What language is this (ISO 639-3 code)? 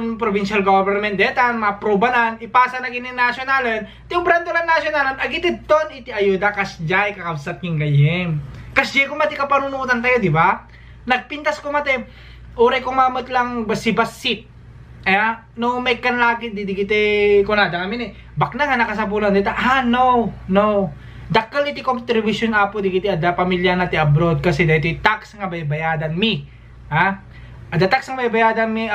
ilo